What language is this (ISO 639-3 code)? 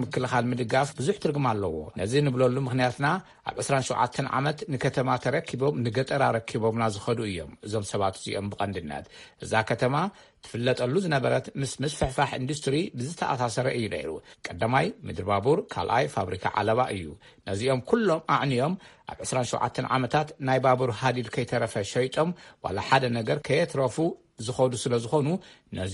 tir